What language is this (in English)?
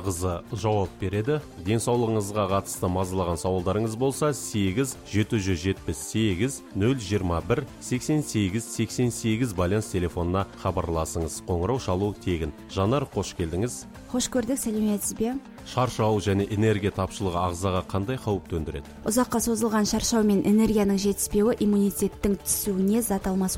Kazakh